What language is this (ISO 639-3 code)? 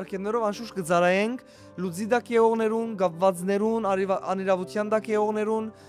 hyw